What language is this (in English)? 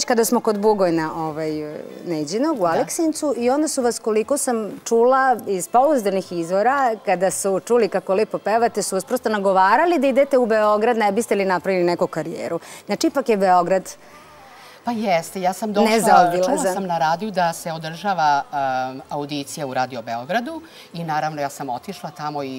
Serbian